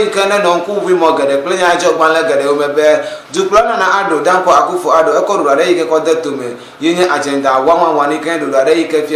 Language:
Ewe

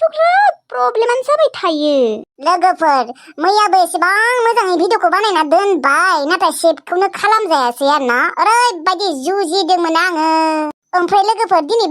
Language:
Bodo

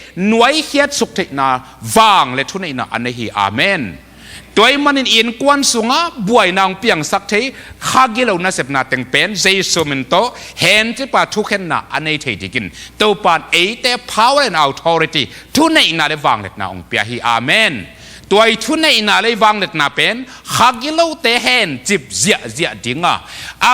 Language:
Tedim Chin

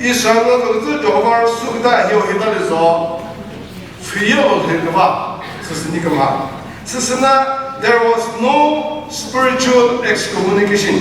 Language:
Chokri Naga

